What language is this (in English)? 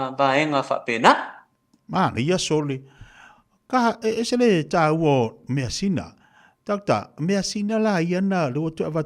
Samoan